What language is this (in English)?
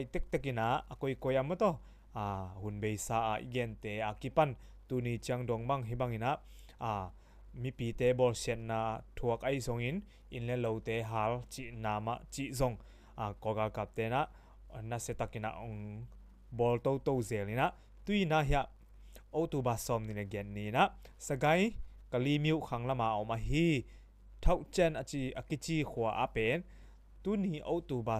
Tedim Chin